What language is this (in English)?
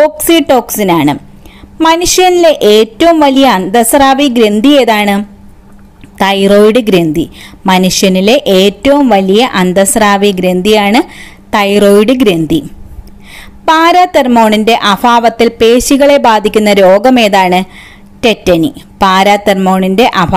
Malayalam